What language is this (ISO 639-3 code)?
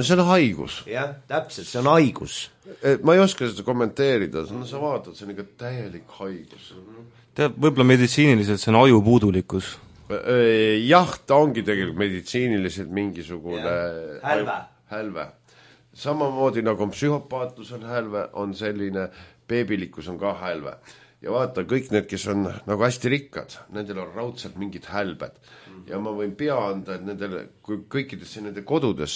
est